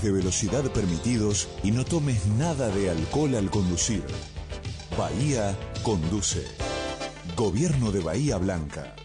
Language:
Spanish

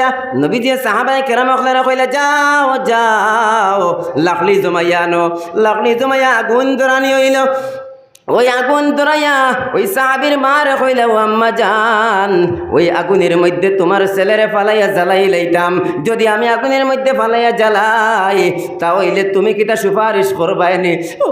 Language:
Sylheti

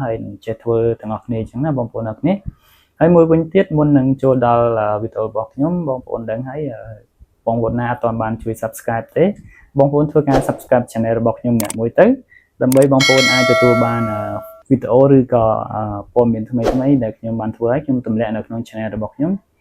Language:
Khmer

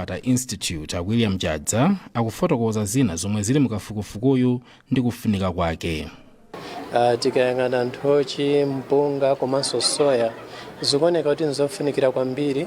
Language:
Nyanja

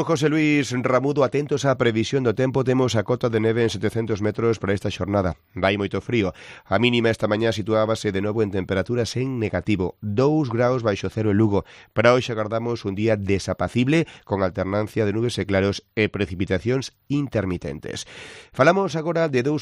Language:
Galician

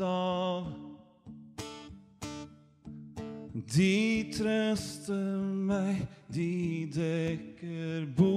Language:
Norwegian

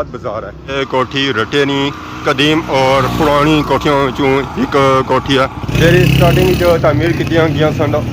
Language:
Pahari-Potwari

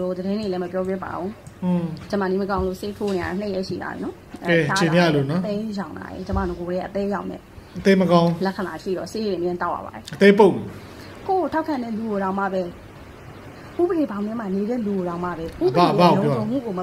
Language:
Burmese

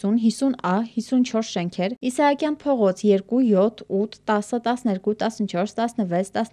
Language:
Armenian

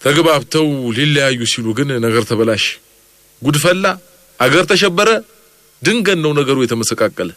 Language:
Amharic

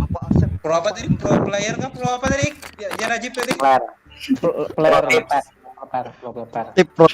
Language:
Banjar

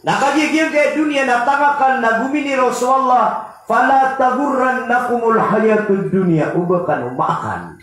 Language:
Maranao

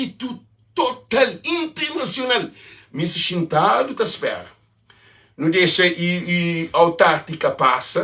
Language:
Kabuverdianu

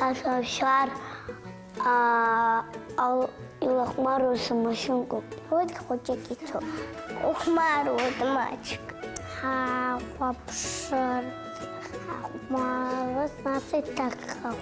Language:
Abkhazian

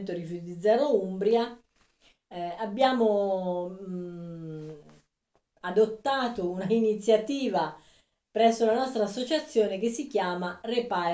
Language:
Italian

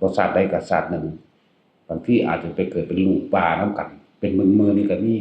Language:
Northeastern Thai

